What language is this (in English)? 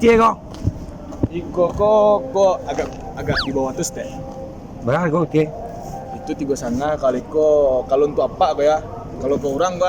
Minangkabau